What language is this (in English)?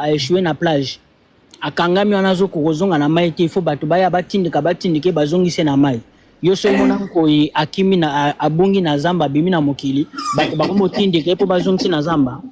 Lingala